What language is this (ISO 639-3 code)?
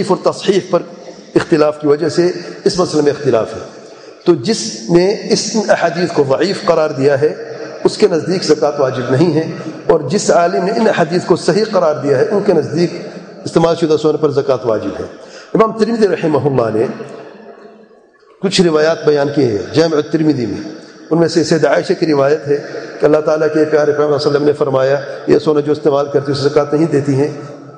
urd